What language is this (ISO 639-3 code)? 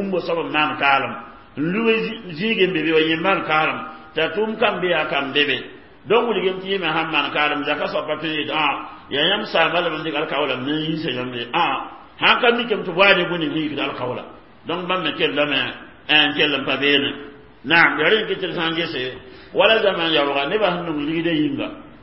mos